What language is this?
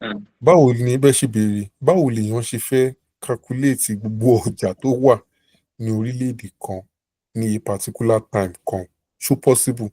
Yoruba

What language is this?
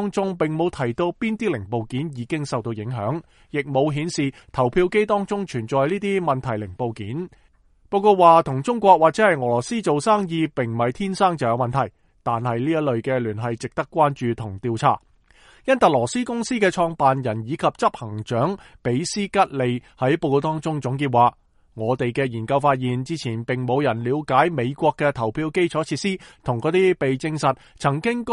Cantonese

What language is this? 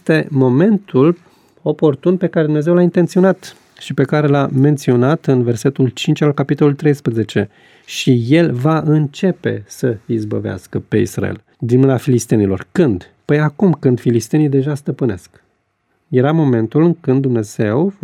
Romanian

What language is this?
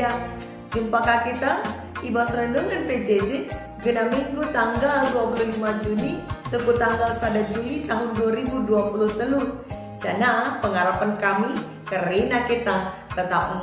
Batak Karo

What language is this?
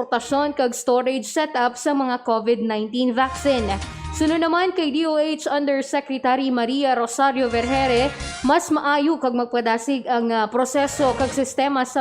Hiligaynon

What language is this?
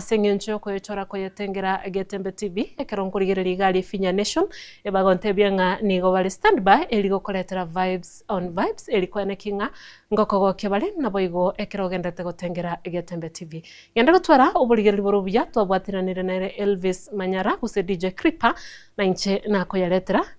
Gusii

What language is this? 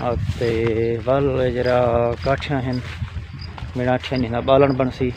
Saraiki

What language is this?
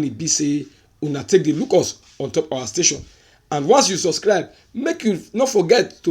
Nigerian Pidgin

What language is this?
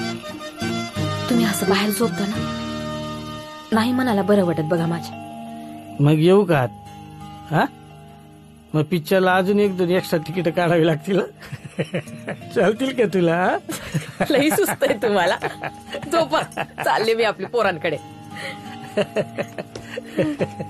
Marathi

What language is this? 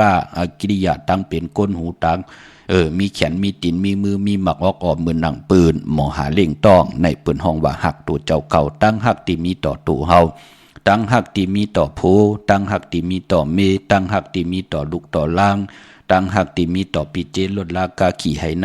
Shan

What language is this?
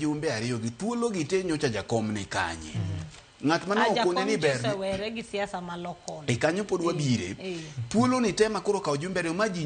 Luo (Kenya and Tanzania)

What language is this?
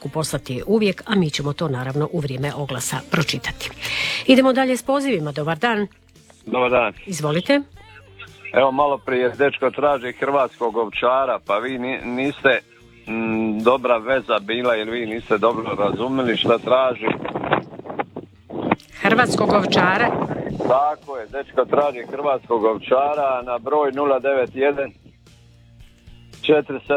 Croatian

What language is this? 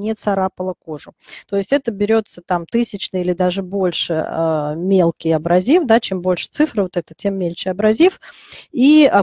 Russian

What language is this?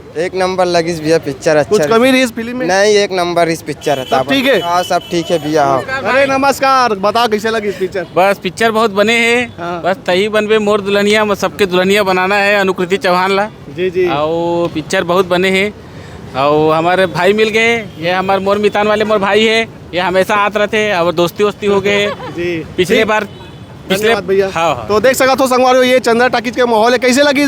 Chhattisgarhi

